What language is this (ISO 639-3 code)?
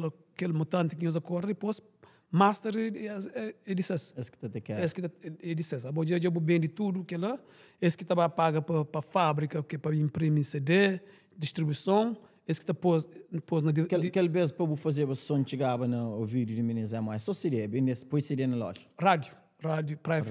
kea